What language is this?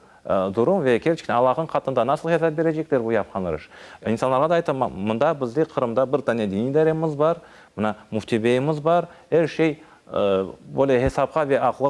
Crimean Tatar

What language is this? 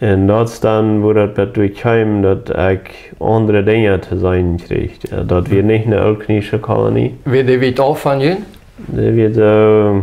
Plautdietsch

